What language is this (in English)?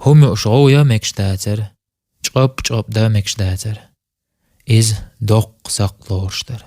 Chechen